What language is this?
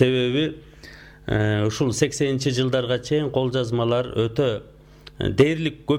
Kyrgyz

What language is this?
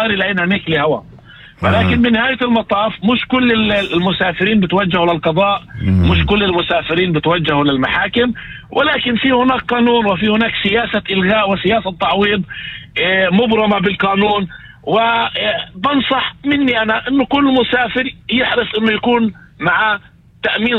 North Levantine Arabic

